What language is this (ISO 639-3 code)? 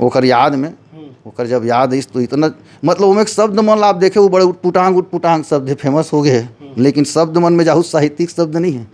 hne